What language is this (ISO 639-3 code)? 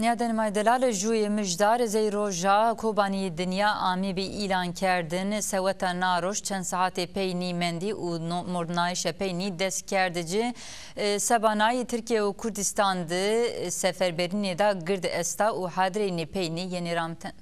zza